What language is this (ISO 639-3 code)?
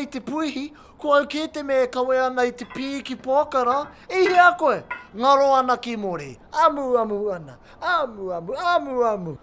mri